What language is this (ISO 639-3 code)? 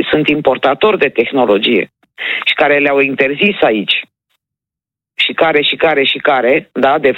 ron